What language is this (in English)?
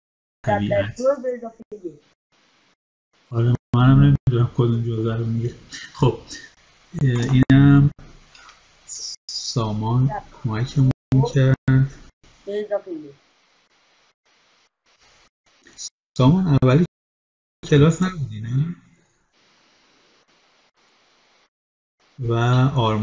Persian